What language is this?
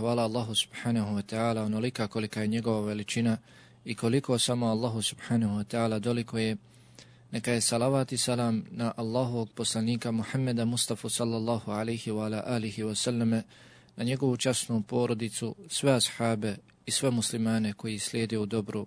Bosnian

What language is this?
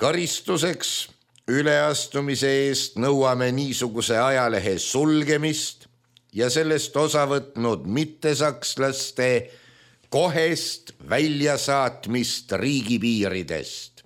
Estonian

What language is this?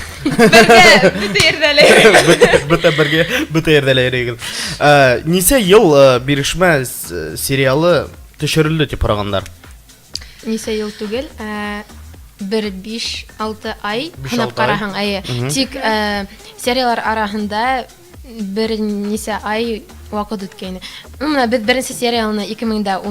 Bashkir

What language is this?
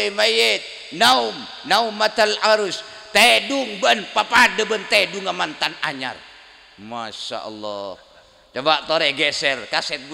Madurese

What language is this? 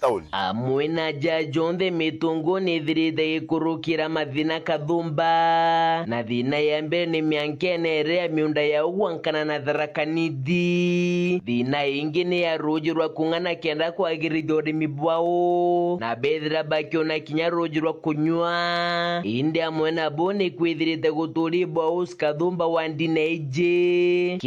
Meru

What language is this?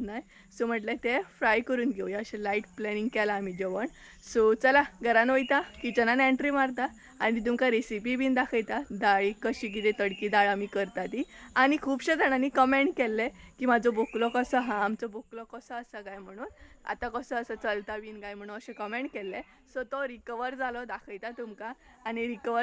Konkani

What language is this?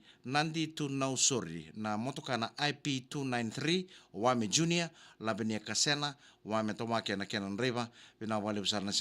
Fijian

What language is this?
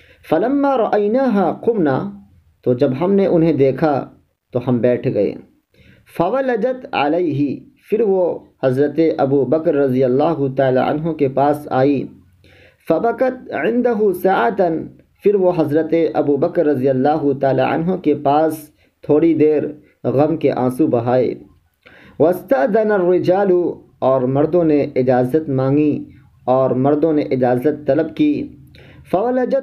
Urdu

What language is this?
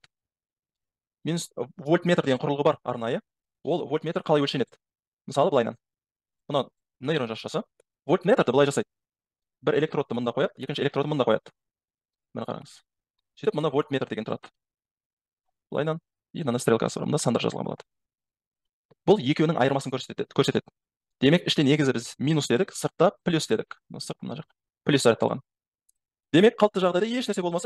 Kazakh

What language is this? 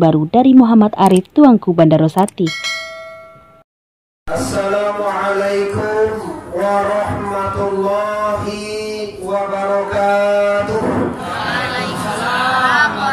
Minangkabau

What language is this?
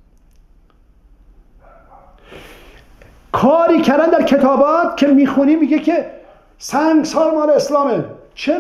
Persian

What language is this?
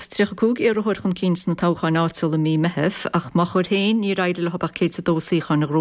Irish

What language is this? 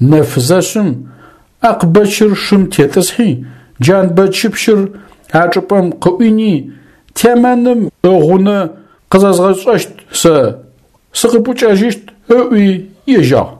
Adyghe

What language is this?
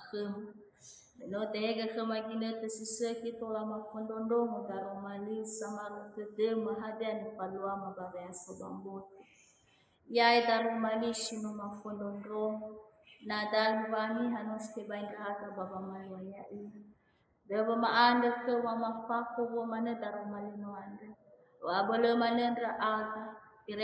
Nias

